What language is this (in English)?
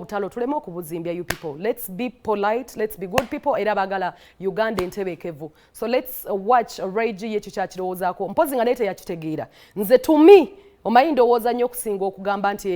Ganda